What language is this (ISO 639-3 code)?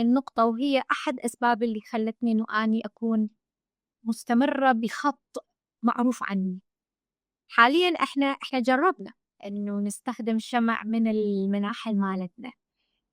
acm